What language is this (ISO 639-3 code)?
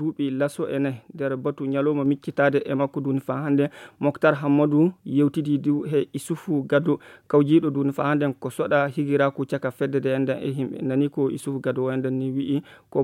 ful